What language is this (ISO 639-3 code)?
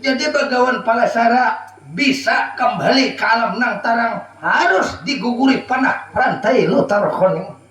bjn